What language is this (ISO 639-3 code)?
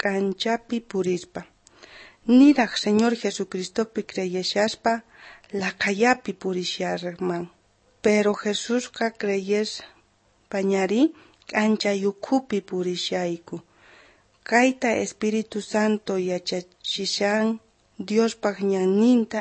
quh